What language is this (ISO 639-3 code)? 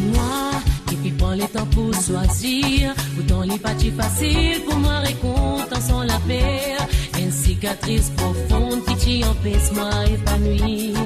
mfe